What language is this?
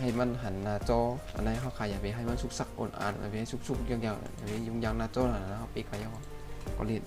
Shan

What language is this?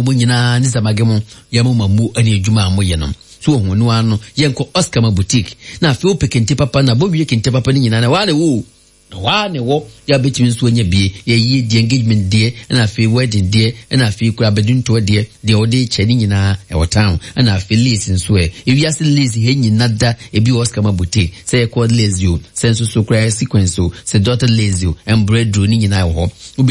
Akan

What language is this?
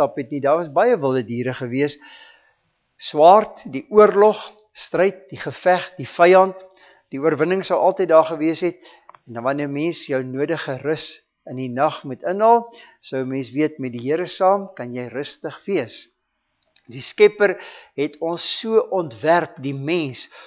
Afrikaans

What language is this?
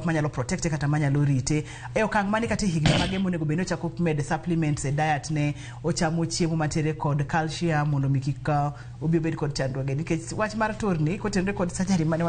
Luo (Kenya and Tanzania)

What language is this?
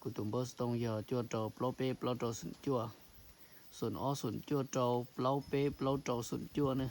Hmong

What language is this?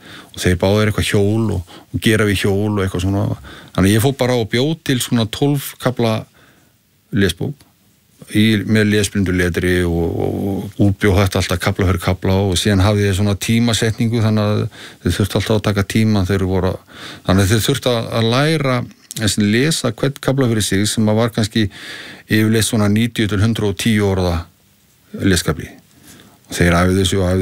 Icelandic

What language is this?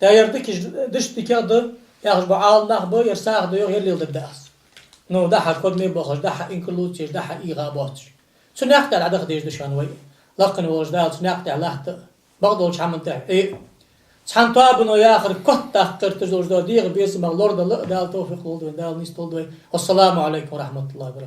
Ingush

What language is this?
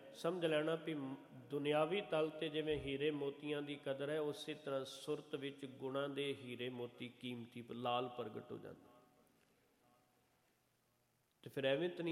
Punjabi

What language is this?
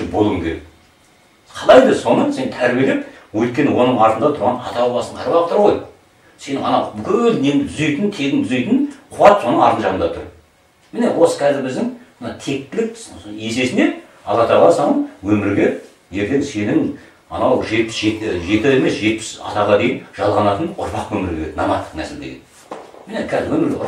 Kazakh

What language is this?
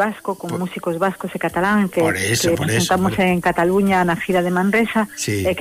Galician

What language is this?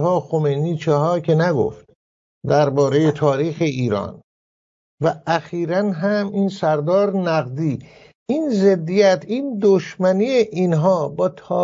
Persian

